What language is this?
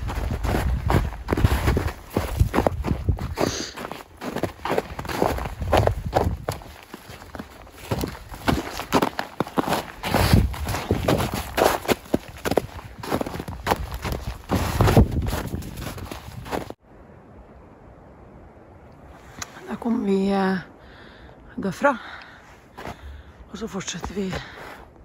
Norwegian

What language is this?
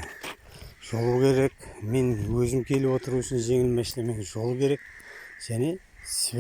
Kazakh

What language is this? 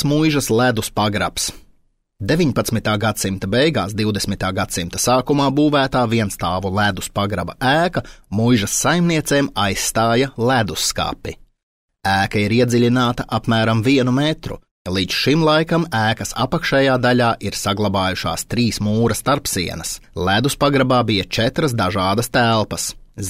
Latvian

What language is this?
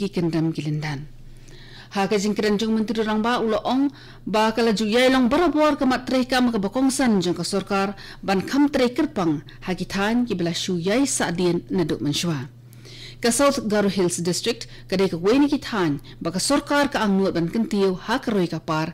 Khasi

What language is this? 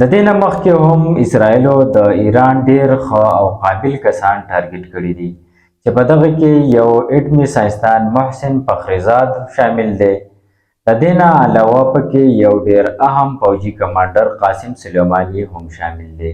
Pashto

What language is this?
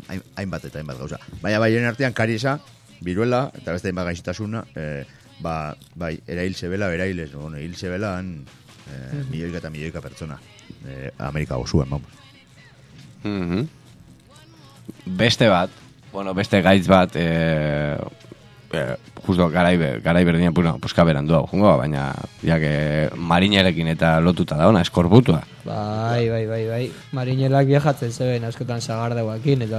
Basque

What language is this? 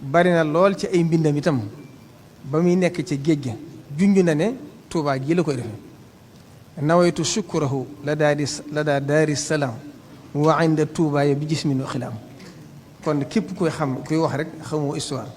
Wolof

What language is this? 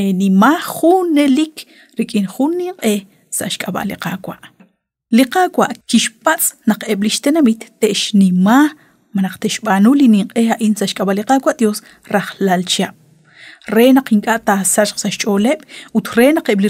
Kekchí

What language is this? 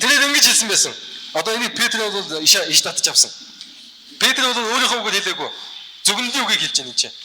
Mongolian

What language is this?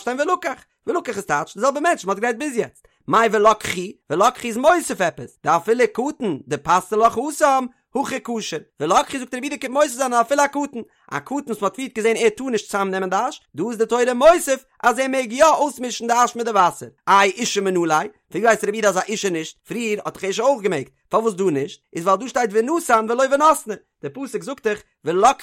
Yiddish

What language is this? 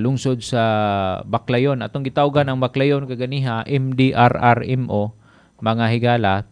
Cebuano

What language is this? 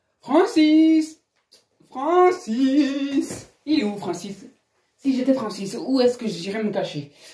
French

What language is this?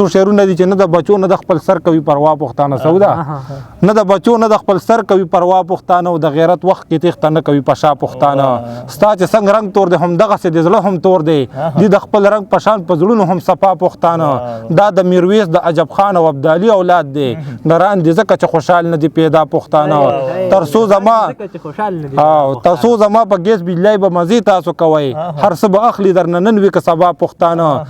Pashto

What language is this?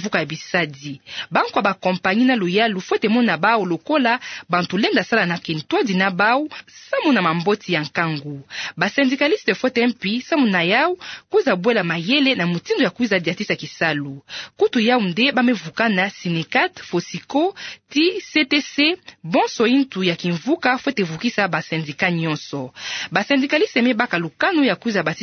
Kituba (Democratic Republic of Congo)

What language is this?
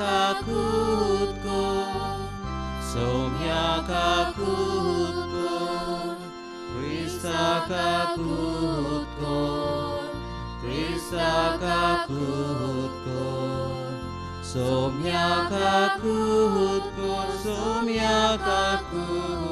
Konkani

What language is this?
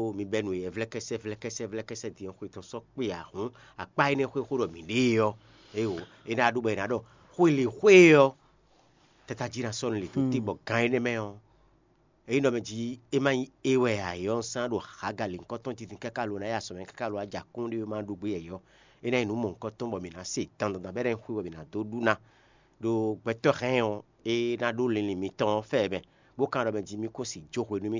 Fon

